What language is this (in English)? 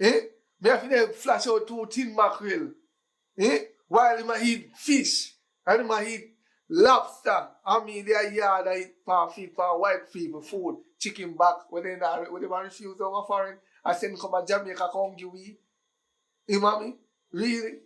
Jamaican Creole English